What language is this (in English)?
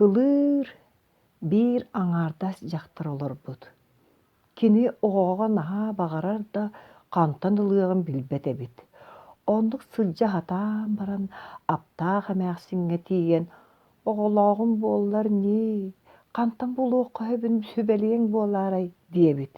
Yakut